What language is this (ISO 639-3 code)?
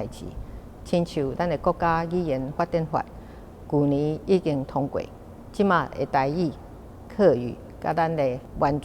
nan